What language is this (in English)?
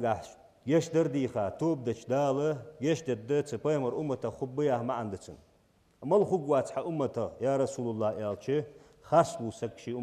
Ingush